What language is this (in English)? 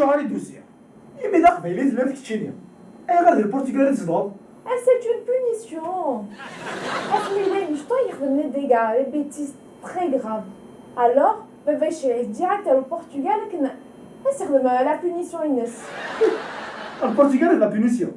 Kabyle